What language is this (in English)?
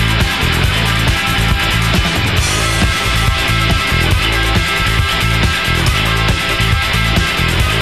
French